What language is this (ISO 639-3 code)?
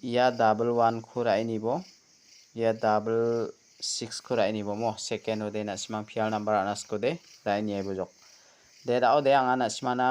grt